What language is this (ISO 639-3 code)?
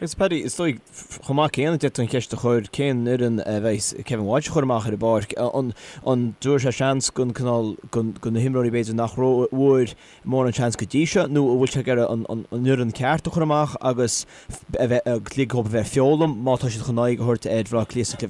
gle